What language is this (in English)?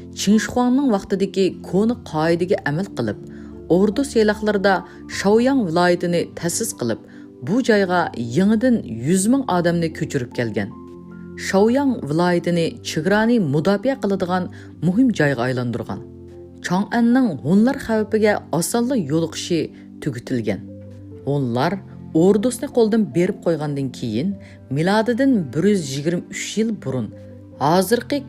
Uyghur